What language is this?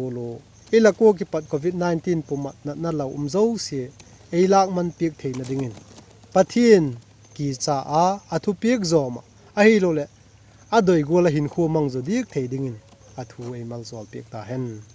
Vaiphei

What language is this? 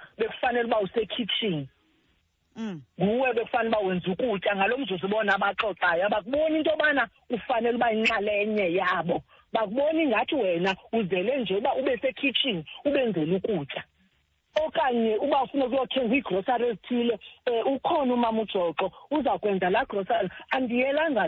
Xhosa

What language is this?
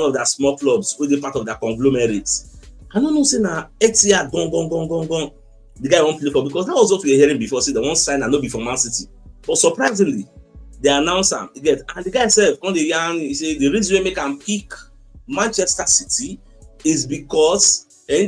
Nigerian Pidgin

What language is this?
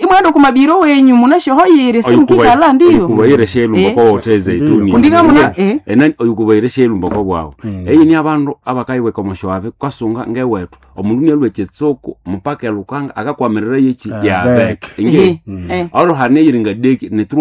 Nande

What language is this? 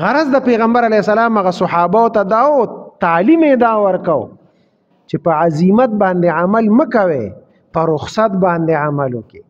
Pashto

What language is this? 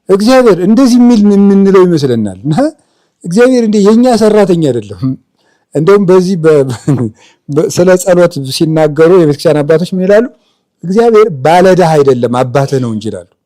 Amharic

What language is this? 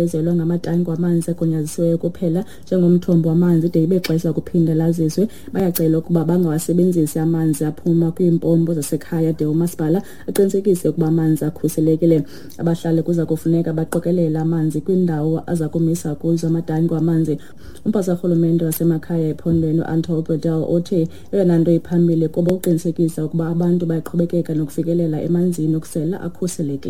Xhosa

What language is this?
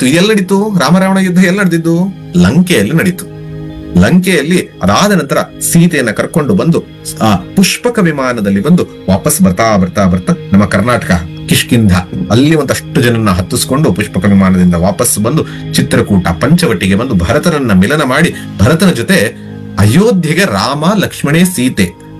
Kannada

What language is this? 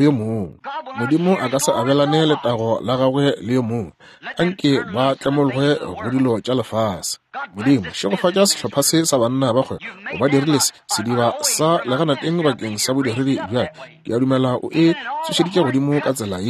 Northern Sotho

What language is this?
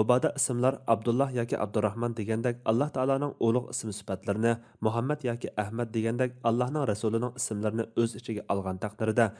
Uyghur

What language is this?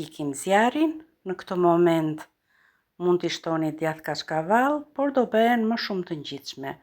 Albanian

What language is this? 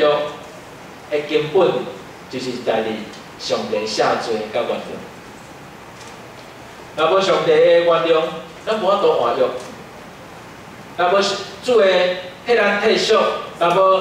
Min Nan Chinese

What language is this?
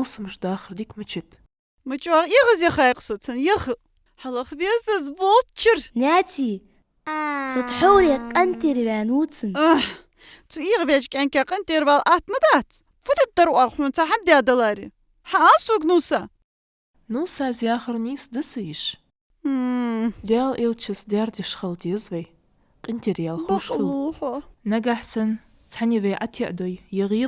Ingush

